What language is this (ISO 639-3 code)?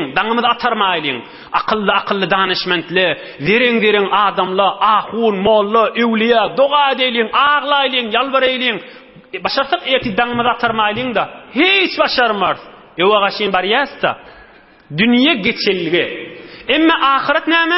tuk